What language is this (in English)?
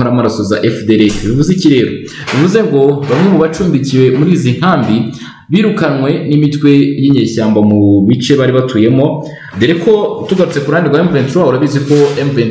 Kinyarwanda